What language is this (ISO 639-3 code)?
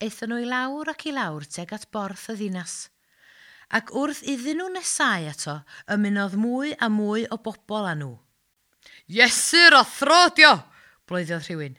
cym